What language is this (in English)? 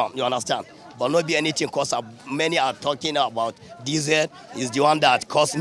Nigerian Pidgin